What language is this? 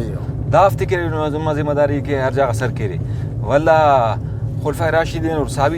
Brahui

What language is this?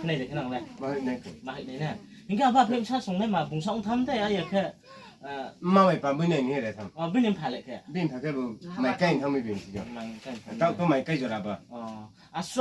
Riang (India)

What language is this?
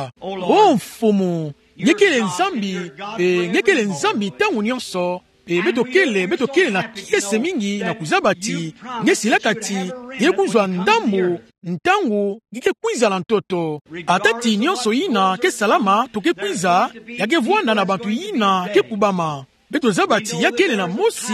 Kituba (Democratic Republic of Congo)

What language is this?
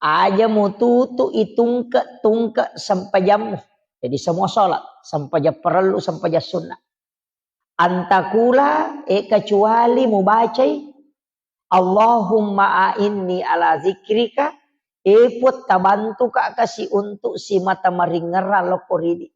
Buginese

